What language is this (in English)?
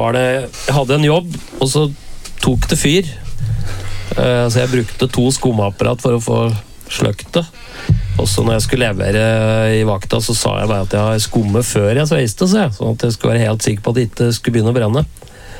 Norwegian